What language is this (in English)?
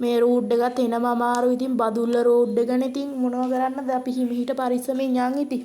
Sinhala